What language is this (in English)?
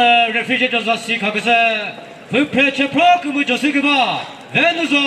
Chokri Naga